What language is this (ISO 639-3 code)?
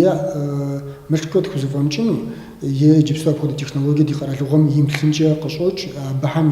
kbd